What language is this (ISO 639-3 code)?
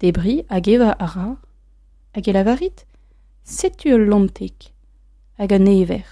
bre